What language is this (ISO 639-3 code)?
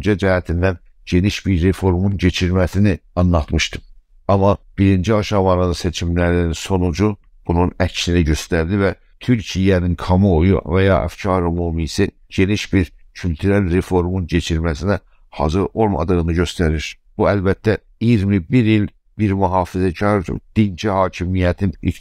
azb